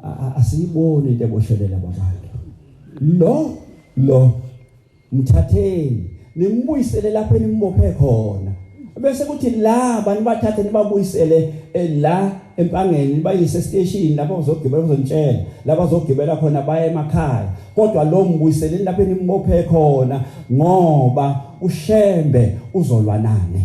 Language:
Zulu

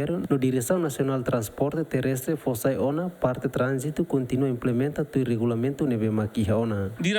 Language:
Tetum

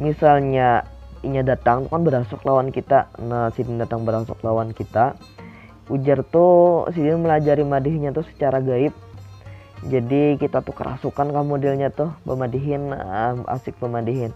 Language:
Banjar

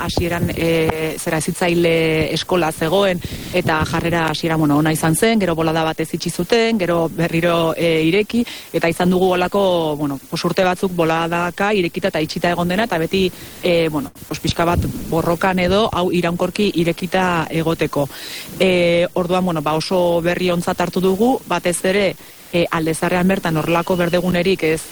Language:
Basque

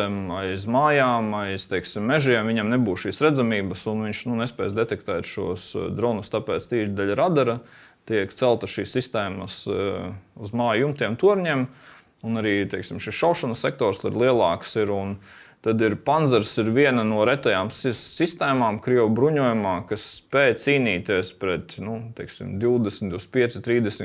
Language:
Latvian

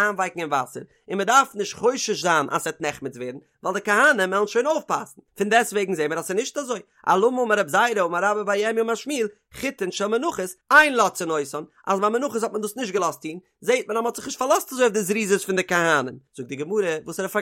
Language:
Yiddish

